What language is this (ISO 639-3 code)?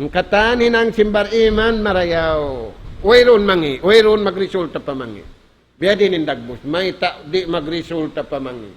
tsg